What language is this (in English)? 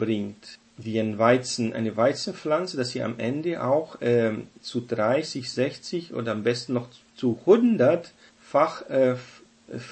German